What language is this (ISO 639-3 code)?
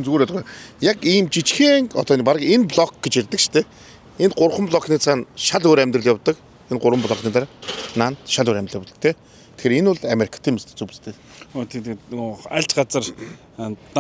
mon